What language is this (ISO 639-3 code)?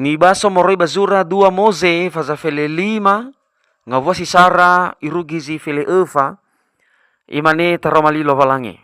nia